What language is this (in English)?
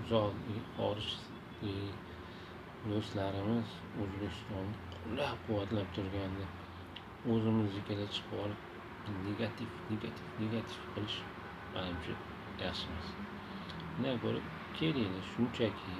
Uzbek